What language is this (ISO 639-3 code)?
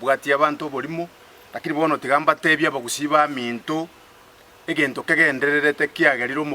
guz